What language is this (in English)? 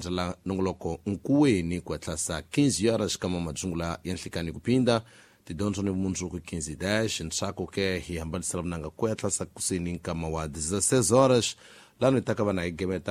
Tsonga